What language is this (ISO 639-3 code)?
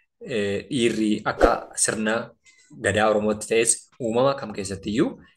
orm